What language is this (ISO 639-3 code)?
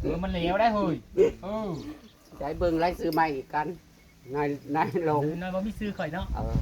tts